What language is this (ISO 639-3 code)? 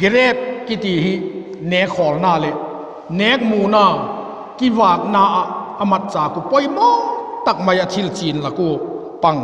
vap